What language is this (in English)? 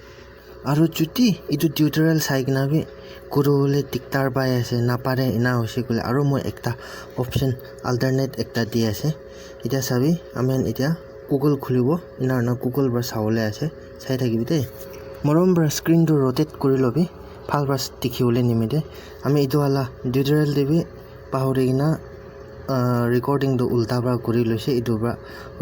Naga Pidgin